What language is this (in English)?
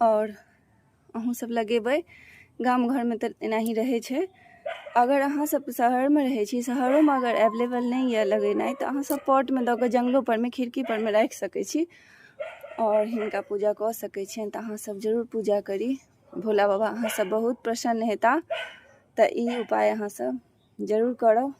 Maithili